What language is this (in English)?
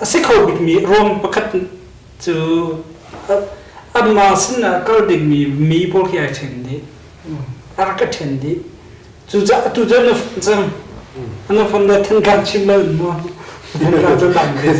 Hakha Chin